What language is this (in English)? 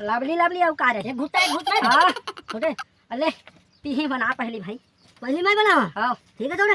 Chhattisgarhi